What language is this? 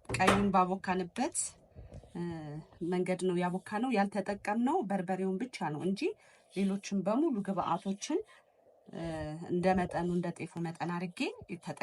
Amharic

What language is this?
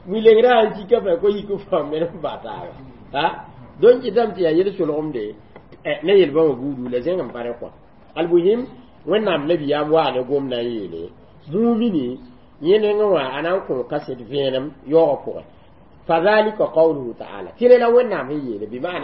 Mossi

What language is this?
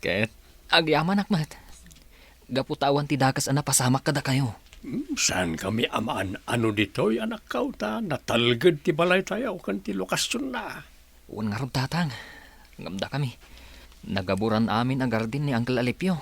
Iloko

